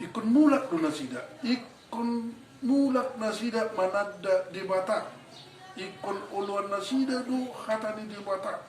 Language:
Batak Toba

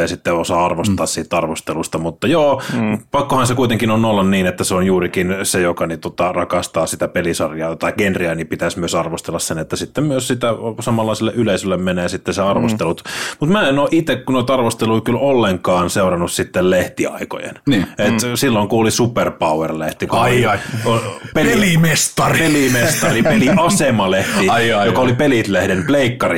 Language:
Finnish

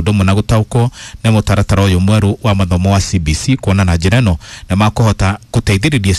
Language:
Kikuyu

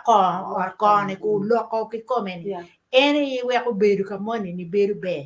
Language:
Acoli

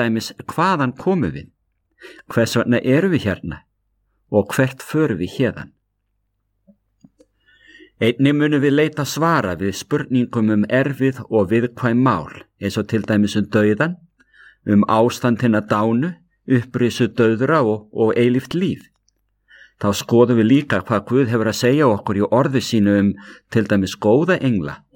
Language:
Icelandic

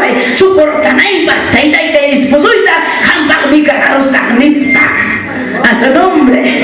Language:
Ayacucho Quechua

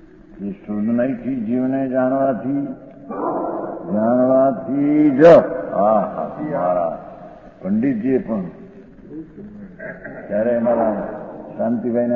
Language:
Gujarati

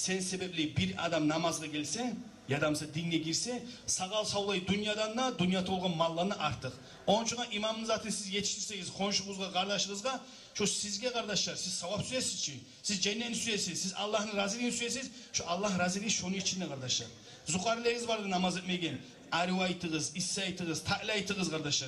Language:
Kumyk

